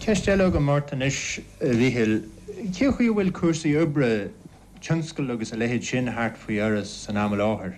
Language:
Irish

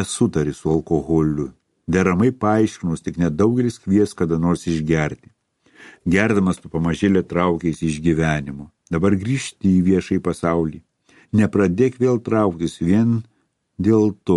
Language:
Lithuanian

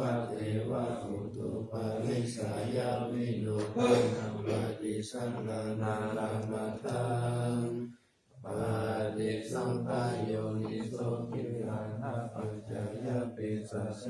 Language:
Pali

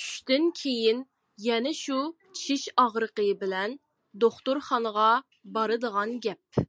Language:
Uyghur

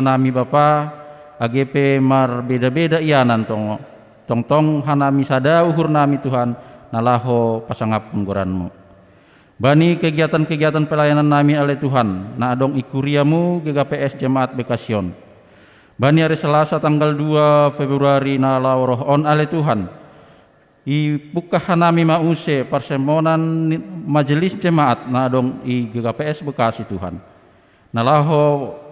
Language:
Batak Simalungun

